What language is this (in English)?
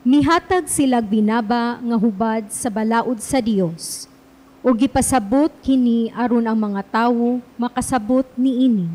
Cebuano